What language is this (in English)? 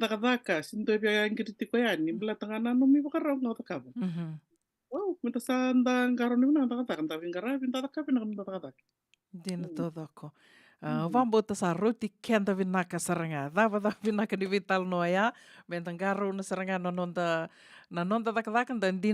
Fijian